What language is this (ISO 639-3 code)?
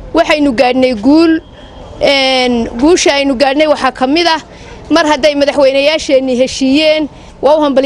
som